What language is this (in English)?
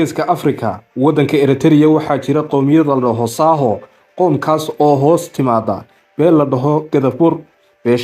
Somali